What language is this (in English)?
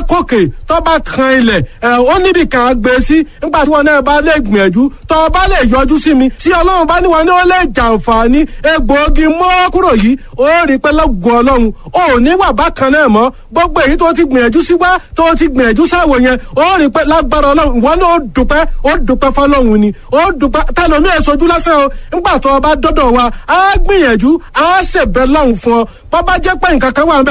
Yoruba